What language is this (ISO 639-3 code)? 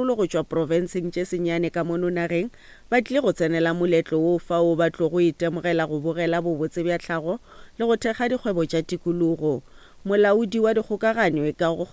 nso